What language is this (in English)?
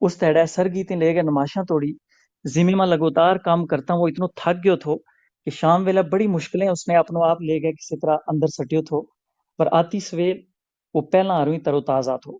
Gujari